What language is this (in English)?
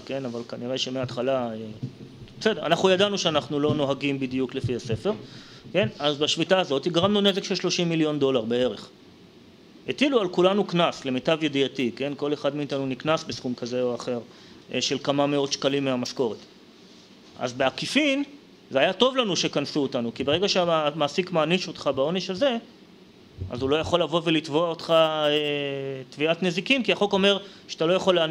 Hebrew